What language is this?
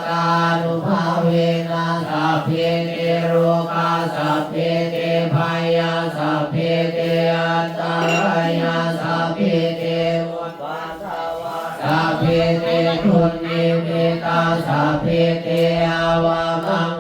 Pali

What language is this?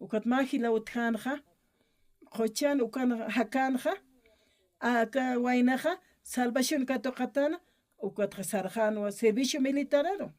Aymara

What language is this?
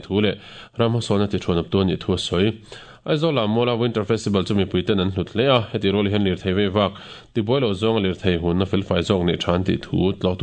Mizo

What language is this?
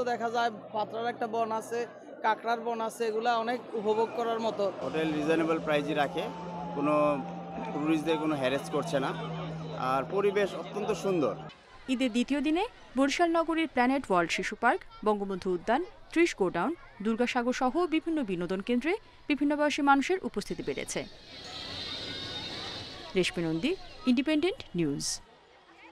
Bangla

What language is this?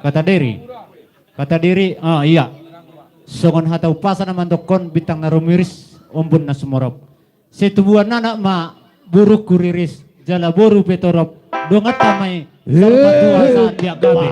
Batak Toba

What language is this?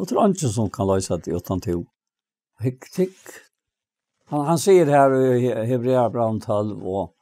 Faroese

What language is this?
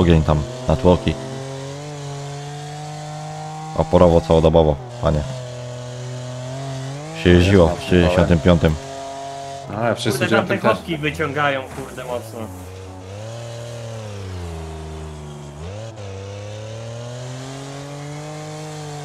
Polish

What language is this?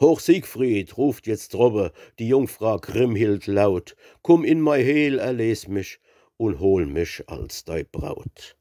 Palatine German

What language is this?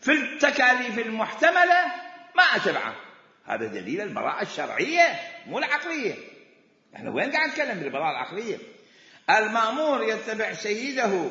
Mesopotamian Arabic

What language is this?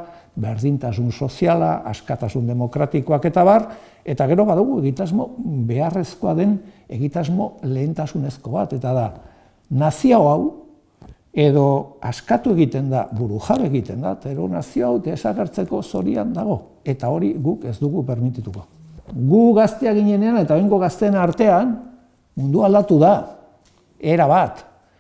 Basque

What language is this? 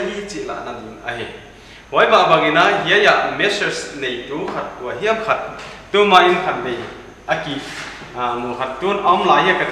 Paite Chin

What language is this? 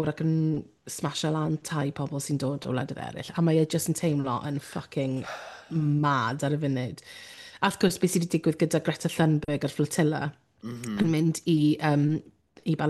Welsh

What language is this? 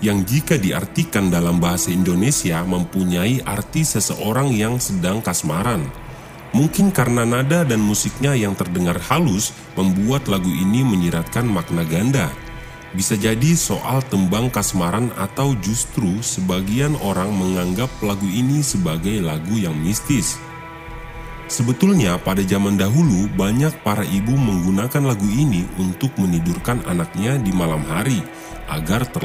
Indonesian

